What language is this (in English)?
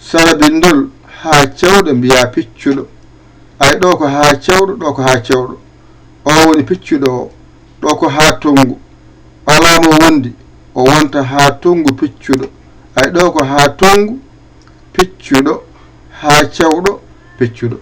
Fula